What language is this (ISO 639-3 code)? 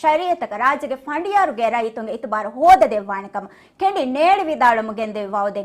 div